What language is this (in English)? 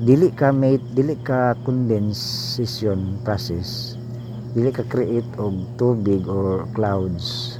Cebuano